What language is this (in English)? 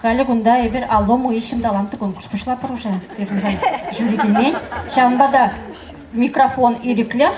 Chuvash